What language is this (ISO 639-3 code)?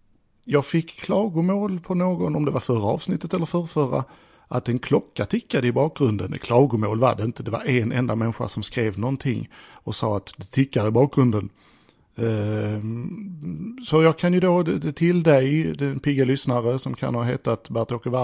swe